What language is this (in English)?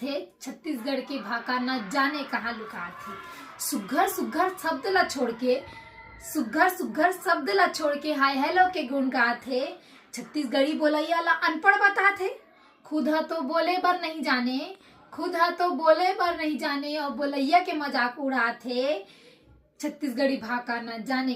Chhattisgarhi